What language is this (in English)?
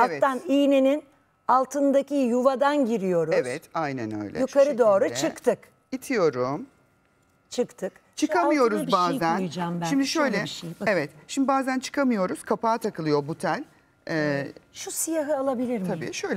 Turkish